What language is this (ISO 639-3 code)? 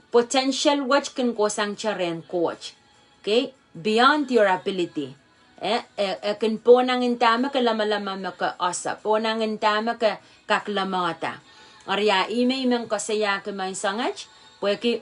pon